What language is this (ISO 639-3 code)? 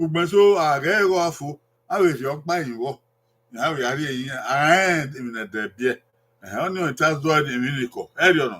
bin